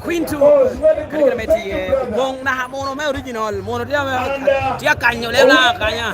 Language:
Lango (Uganda)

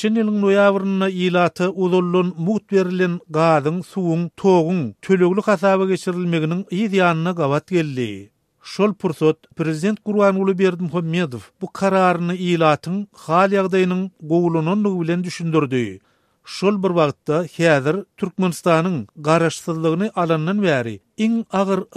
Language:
Turkmen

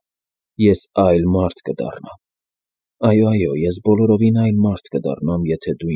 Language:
Armenian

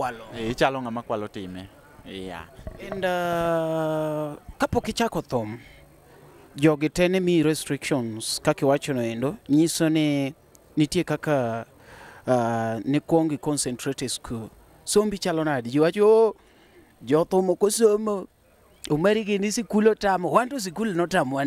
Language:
Luo (Kenya and Tanzania)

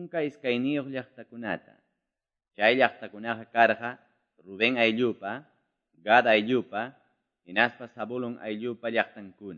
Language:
Quechua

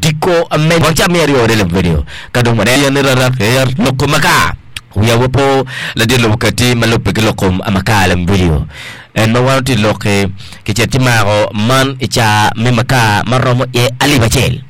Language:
Acoli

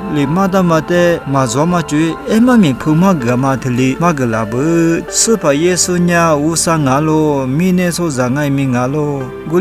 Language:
Lisu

